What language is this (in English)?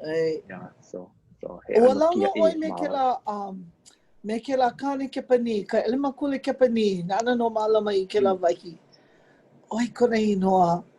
Hawaiian